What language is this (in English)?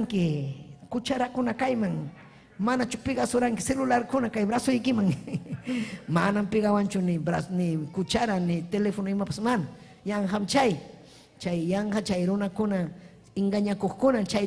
Ayacucho Quechua